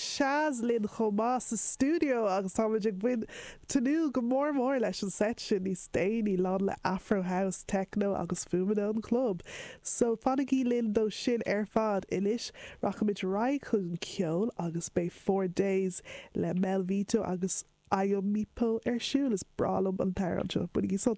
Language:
Irish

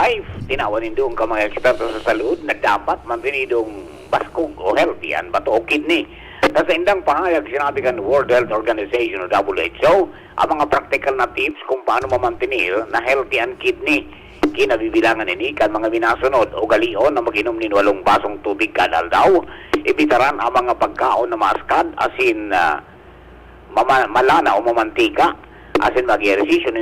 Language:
Bikol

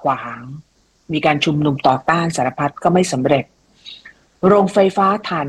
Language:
Thai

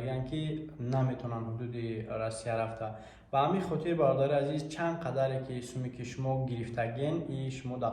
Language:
Tajik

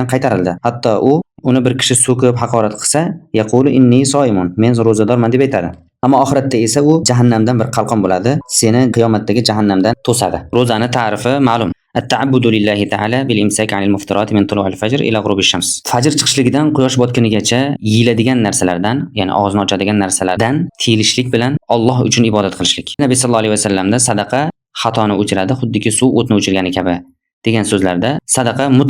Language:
Uzbek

